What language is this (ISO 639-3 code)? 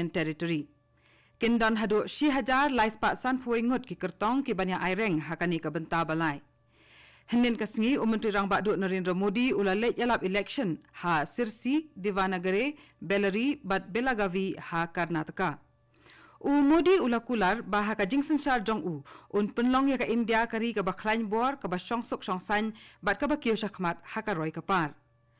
kha